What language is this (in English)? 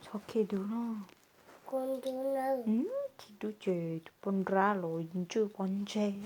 Hmong